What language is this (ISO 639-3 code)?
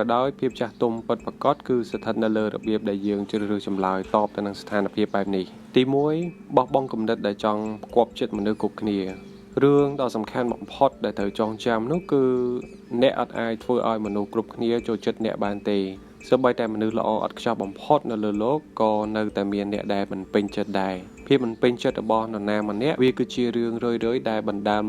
khm